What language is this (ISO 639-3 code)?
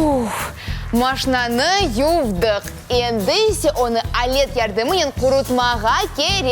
crh